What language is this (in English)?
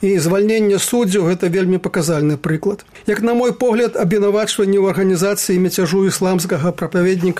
Belarusian